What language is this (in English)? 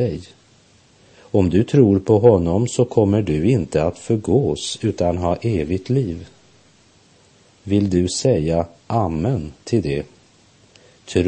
Swedish